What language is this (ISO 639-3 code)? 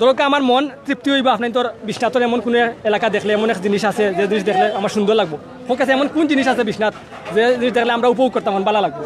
syl